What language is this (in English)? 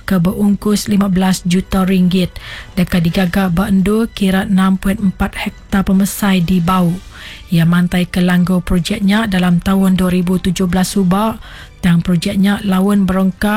Iban